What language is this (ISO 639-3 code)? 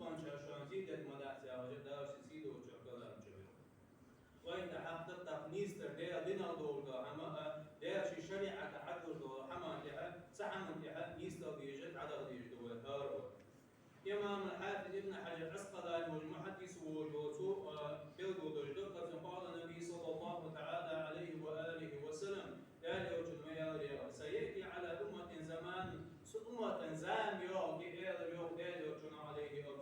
inh